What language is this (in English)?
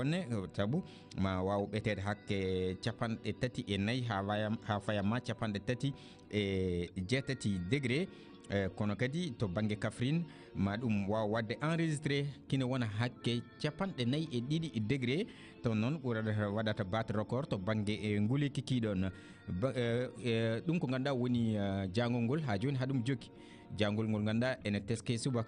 Fula